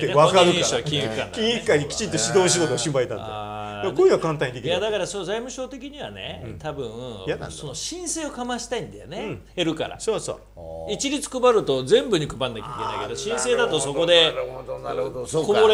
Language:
Japanese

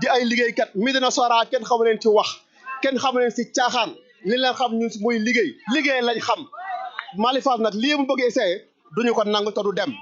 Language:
Wolof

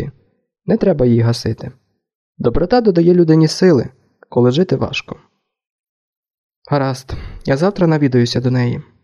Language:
Ukrainian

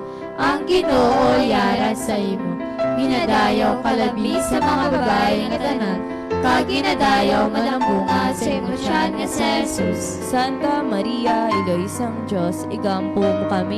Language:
Hiligaynon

